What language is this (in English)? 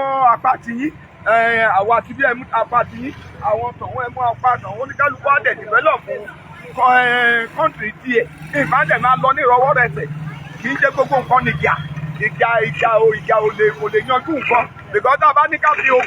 Yoruba